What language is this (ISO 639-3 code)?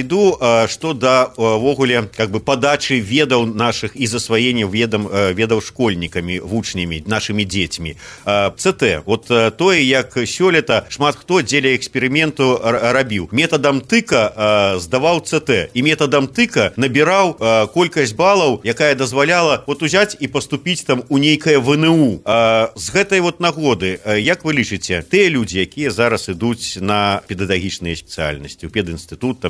bel